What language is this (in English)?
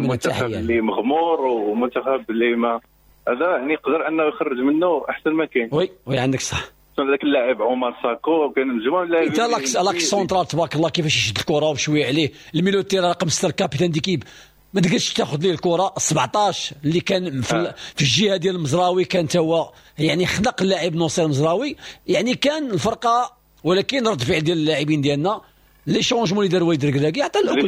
Moroccan Arabic